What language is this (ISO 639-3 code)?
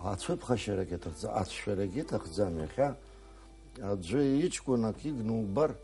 abk